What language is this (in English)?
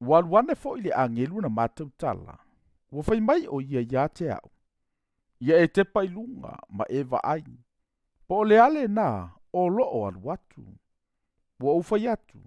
Samoan